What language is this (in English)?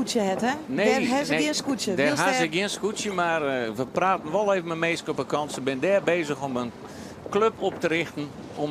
Western Frisian